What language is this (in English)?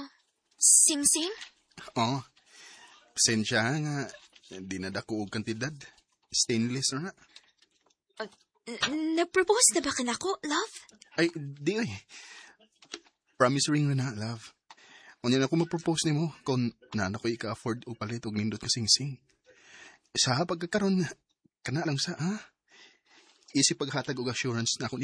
Cebuano